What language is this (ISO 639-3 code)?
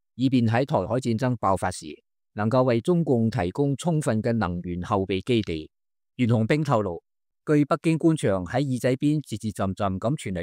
yue